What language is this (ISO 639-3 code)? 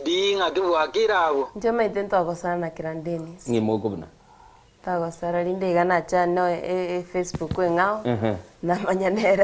guz